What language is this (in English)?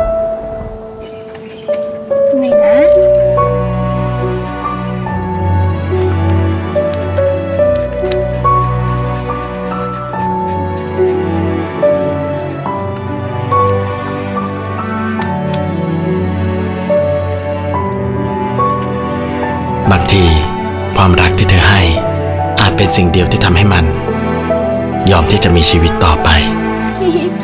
Thai